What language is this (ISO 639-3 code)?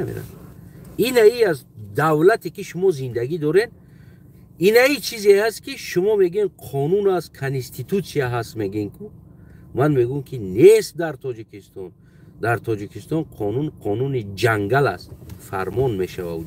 tgk